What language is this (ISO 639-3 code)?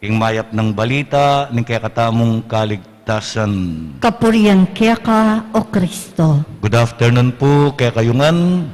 pam